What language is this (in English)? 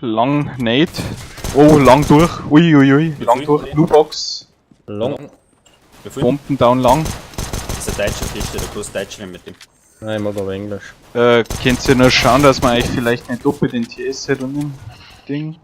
Bavarian